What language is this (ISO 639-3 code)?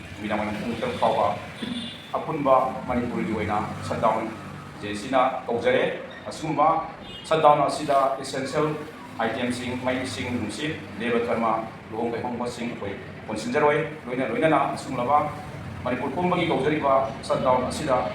mni